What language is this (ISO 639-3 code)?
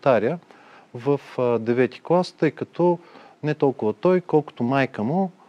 bul